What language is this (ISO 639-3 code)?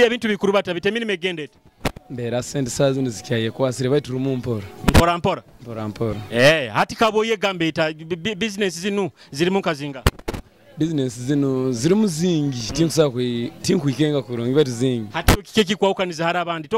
nyo